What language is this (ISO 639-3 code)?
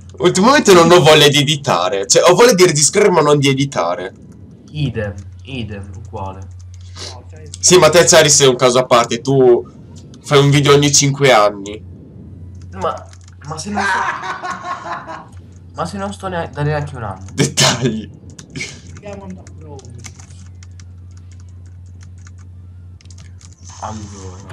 ita